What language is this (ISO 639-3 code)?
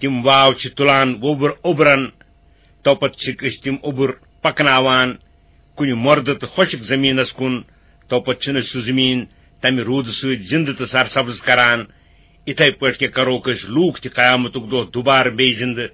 kas